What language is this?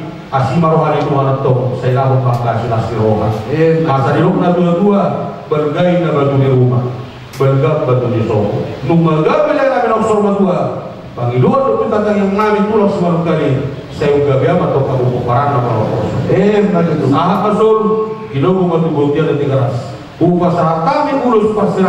Batak Toba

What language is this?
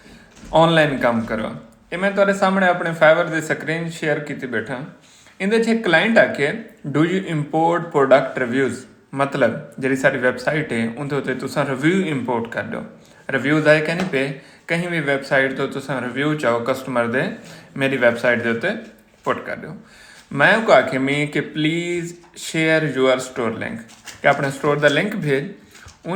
Saraiki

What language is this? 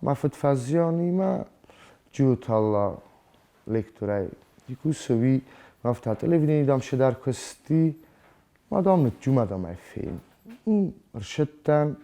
Ossetic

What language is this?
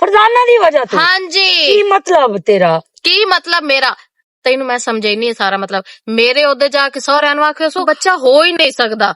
Western Panjabi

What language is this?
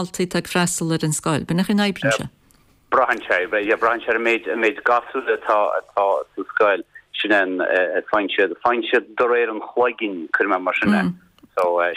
Irish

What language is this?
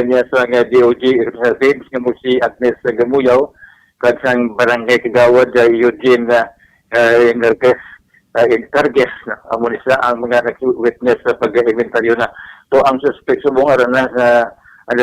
Hiligaynon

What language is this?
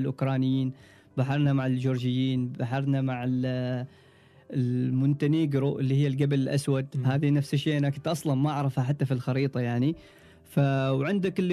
Gulf Arabic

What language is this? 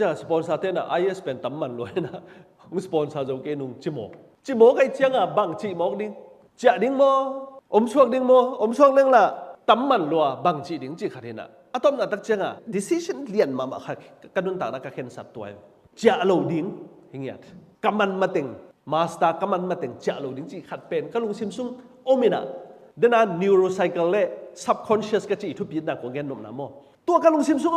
Tedim Chin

